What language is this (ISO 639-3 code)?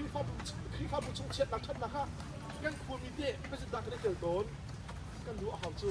cnh